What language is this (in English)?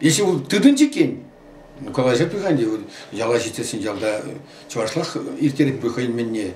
Chuvash